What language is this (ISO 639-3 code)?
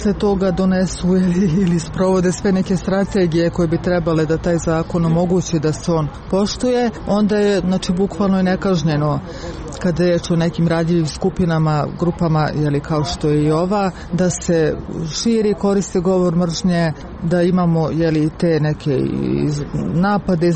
srp